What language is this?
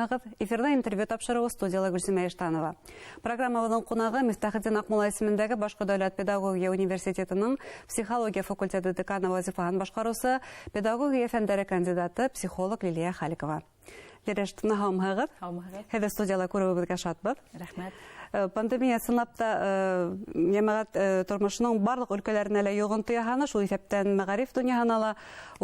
Bashkir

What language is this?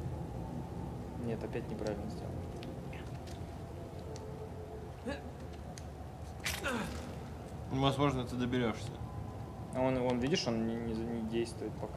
Russian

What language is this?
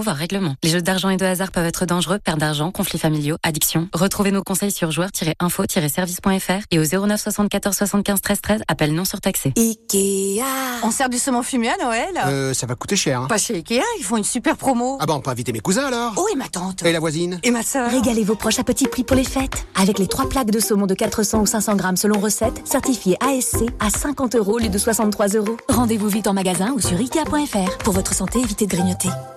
French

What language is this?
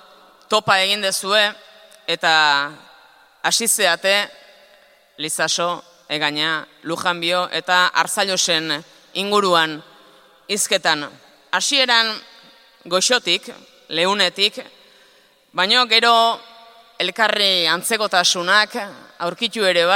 Basque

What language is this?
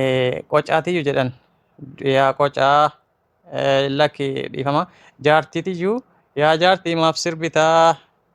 Oromo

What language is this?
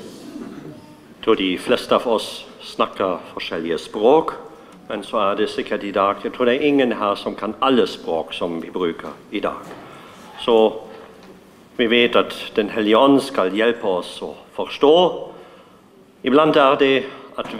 Norwegian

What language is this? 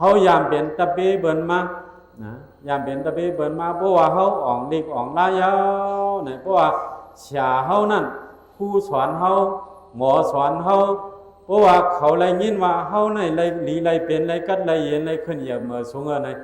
Shan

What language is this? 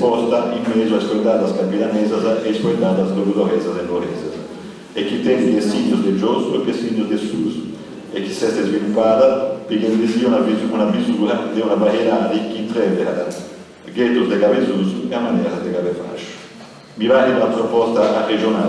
Sardinian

